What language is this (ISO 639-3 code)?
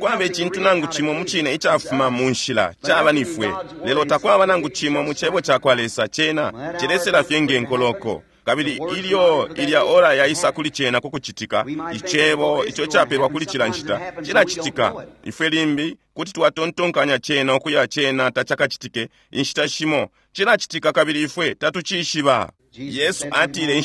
bem